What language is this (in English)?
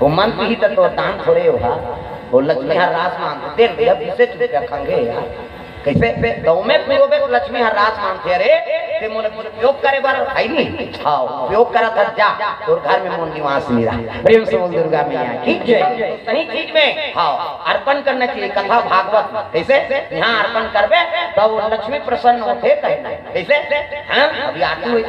Chhattisgarhi